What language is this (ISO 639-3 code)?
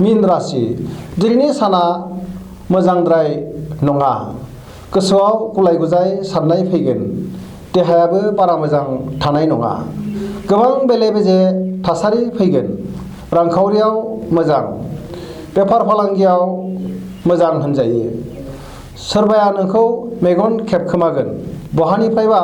brx